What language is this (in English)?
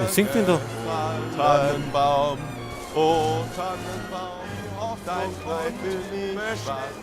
Bavarian